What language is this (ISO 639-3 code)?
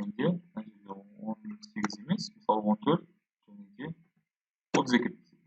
kaz